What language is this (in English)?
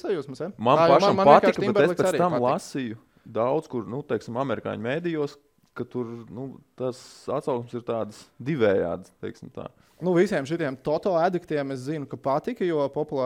Latvian